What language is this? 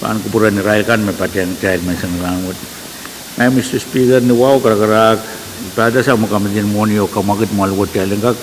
Pohnpeian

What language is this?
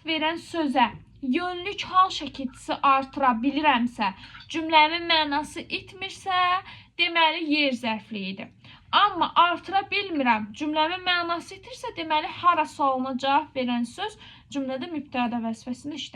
Azerbaijani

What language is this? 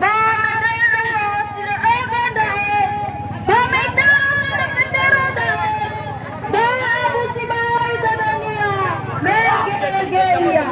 Nias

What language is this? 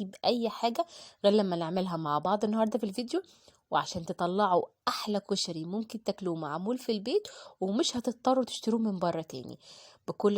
Egyptian Arabic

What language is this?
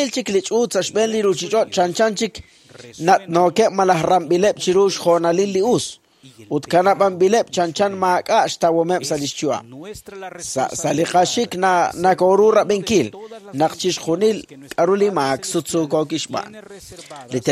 Kekchí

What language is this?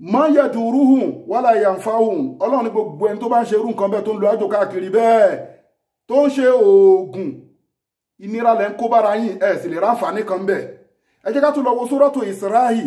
Yoruba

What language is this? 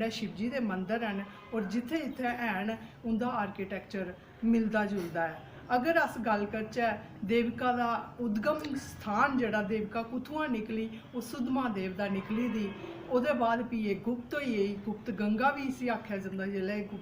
Dogri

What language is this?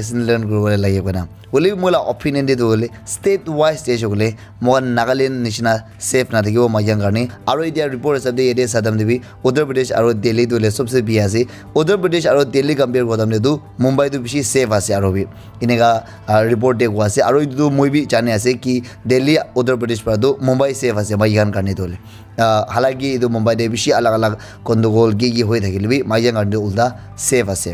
Naga Pidgin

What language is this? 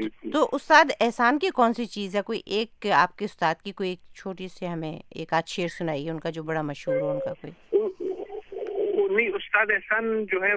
Urdu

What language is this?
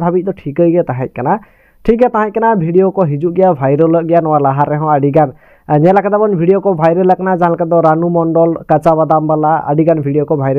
Santali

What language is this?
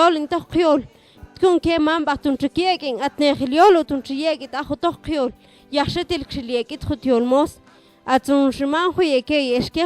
Mam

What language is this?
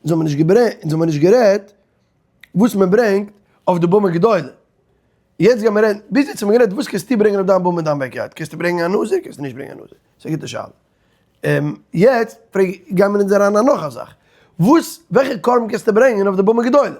Yiddish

